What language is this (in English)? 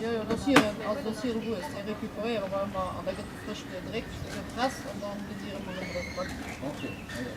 Luxembourgish